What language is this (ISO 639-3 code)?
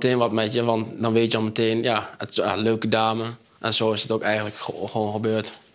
nld